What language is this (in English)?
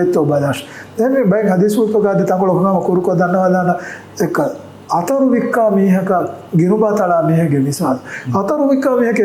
Divehi